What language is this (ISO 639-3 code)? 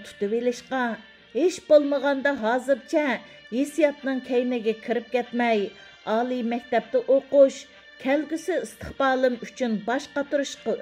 uig